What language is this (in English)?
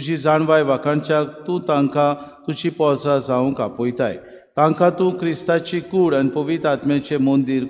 Konkani